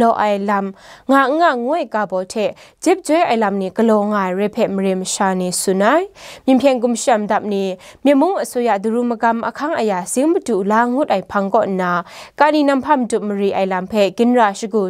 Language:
Kachin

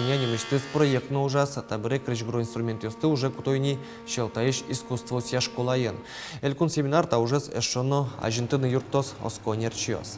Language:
Udmurt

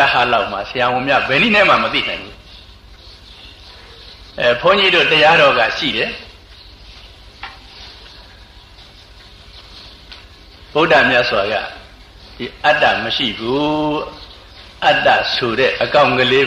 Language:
Burmese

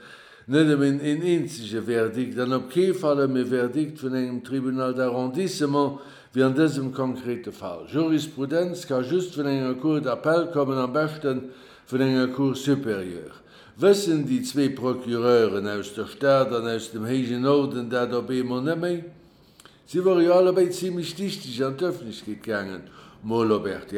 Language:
Luxembourgish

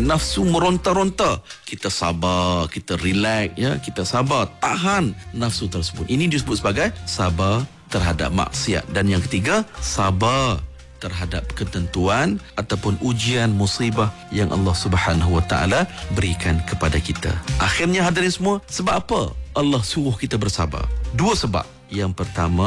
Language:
Malay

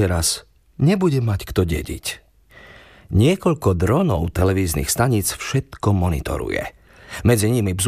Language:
Slovak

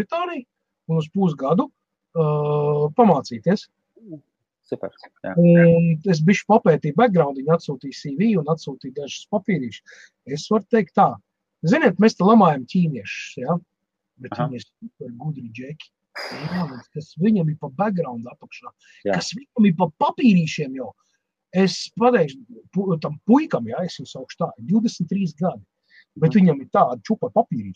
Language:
Latvian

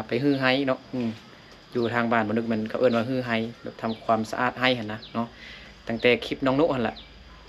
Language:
Lao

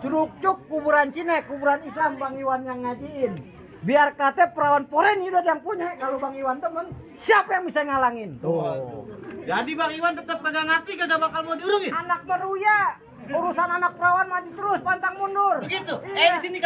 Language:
Betawi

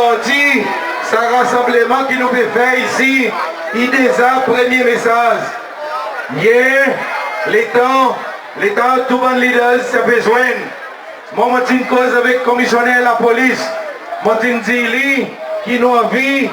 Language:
Seselwa Creole French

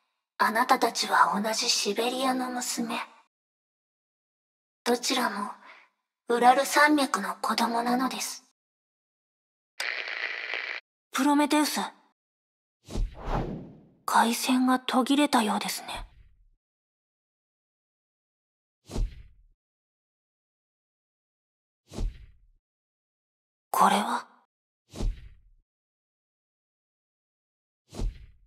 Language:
Japanese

